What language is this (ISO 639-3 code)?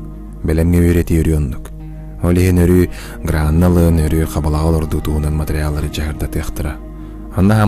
sah